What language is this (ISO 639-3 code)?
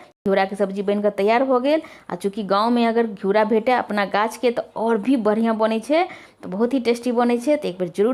mai